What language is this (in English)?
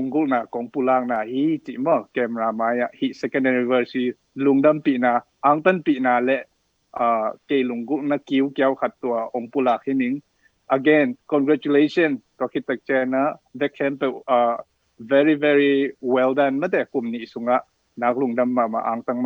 Tedim Chin